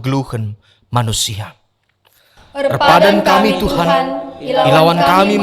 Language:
Batak Karo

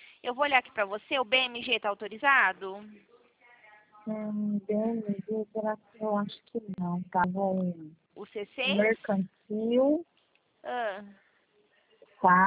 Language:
Portuguese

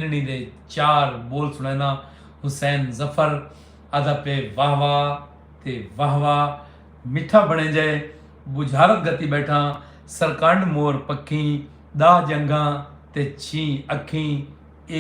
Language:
Saraiki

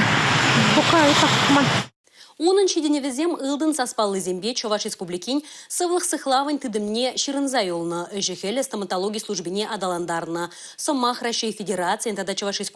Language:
Chuvash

